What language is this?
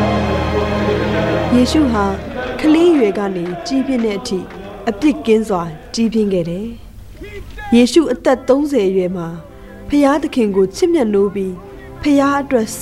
Burmese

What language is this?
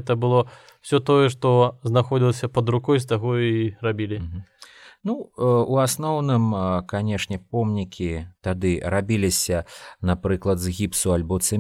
Belarusian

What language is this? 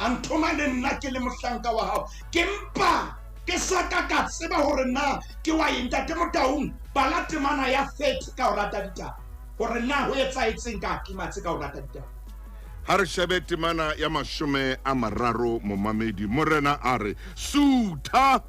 Southern Sotho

